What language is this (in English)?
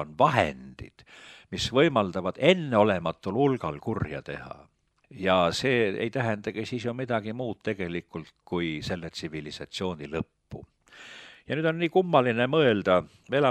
Estonian